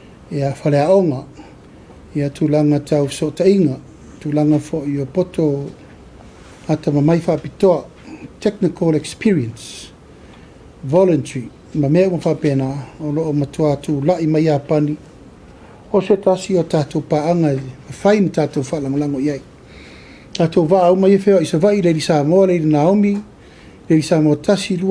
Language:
Samoan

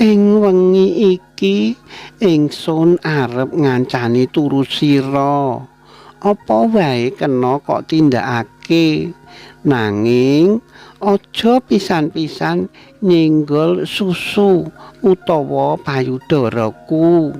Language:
Javanese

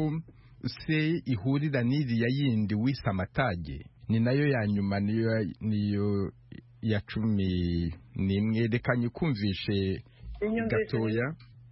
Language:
Kinyarwanda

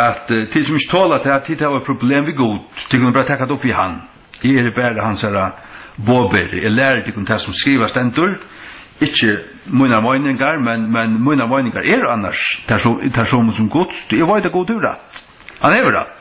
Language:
Faroese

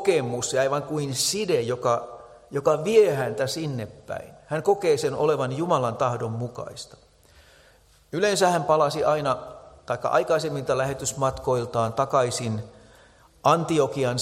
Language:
Finnish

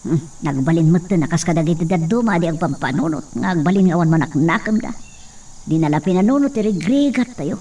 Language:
Iloko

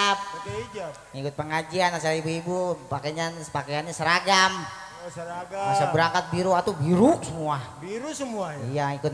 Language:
Betawi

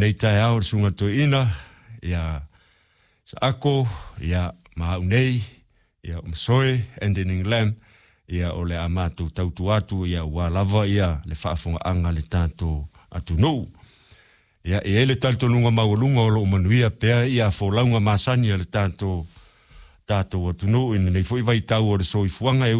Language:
Samoan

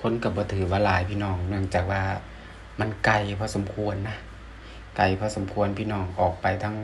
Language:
Northeastern Thai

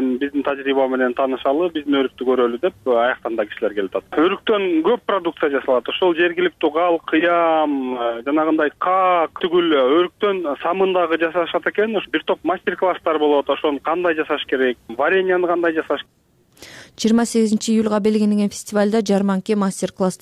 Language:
Kyrgyz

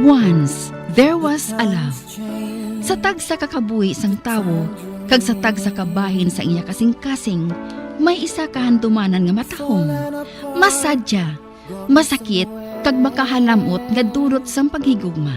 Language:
Hiligaynon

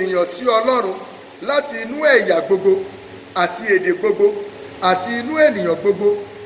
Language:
Yoruba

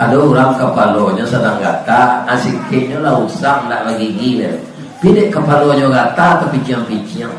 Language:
Minangkabau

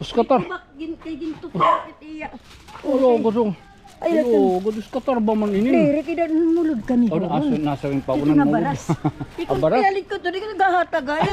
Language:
Waray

